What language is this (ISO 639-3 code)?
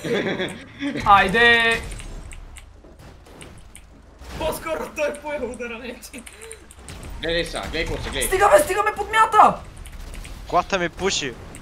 bul